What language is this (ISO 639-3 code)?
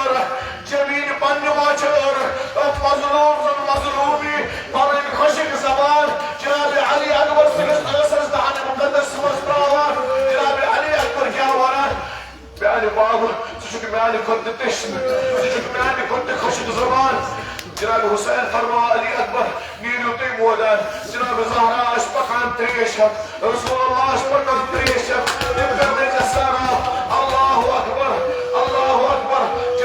kas